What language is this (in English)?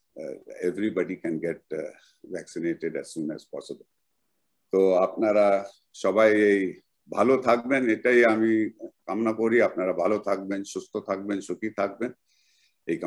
Bangla